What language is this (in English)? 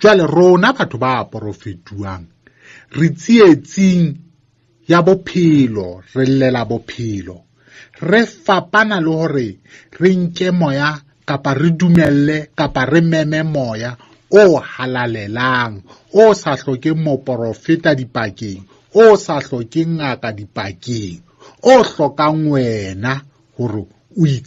Southern Sotho